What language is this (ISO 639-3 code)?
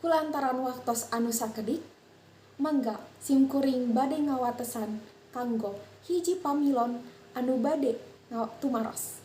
sun